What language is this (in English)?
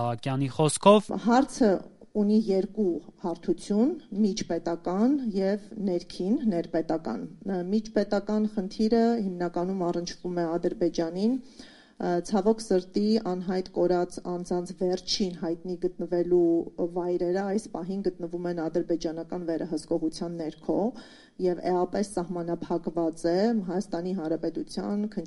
Armenian